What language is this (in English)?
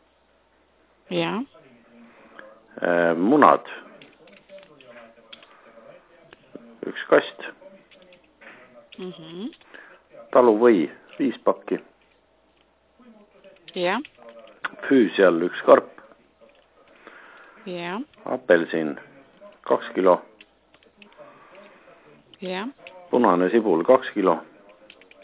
Estonian